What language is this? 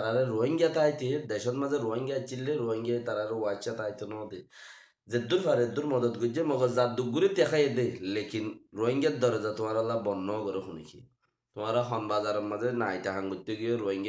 Rohingya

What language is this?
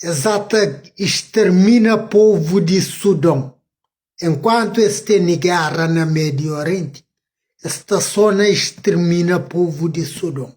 Kabuverdianu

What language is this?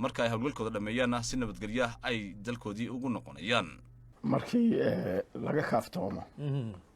Somali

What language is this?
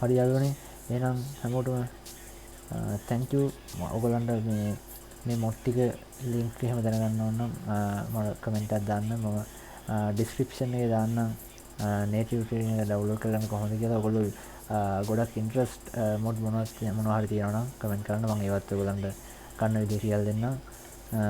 Sinhala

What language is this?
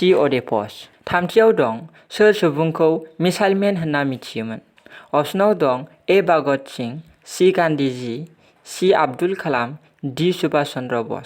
Bodo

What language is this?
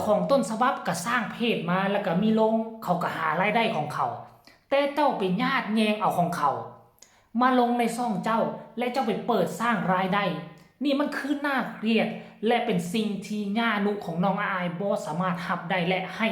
Northeastern Thai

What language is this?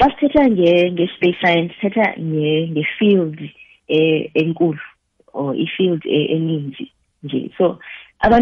South Ndebele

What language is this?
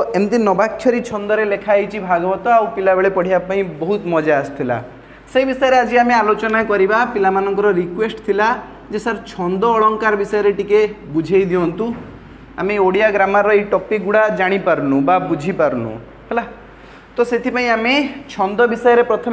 Odia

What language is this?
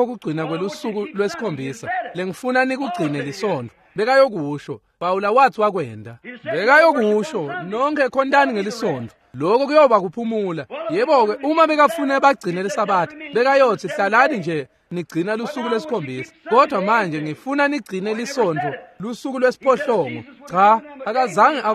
Swati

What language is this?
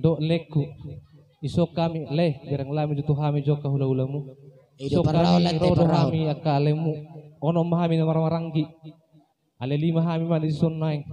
Batak Toba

